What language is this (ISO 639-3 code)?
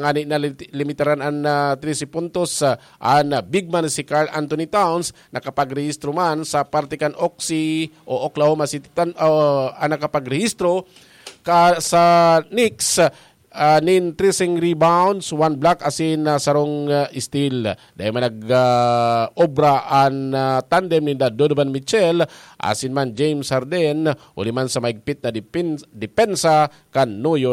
bik